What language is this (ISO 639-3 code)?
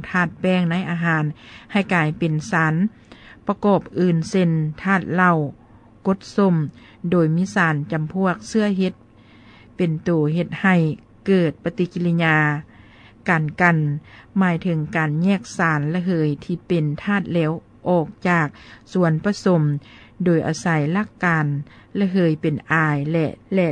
lao